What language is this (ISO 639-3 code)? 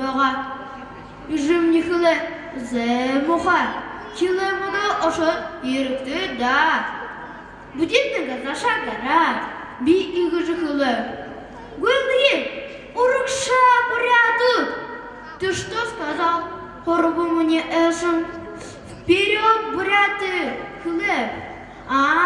bua